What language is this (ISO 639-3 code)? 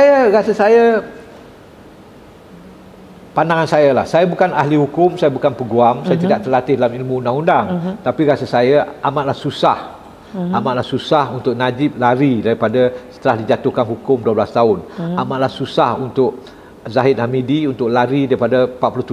msa